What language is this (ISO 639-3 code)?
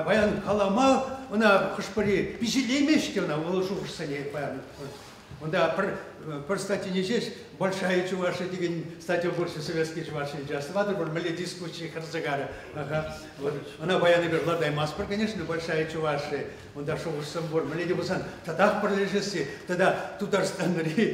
chv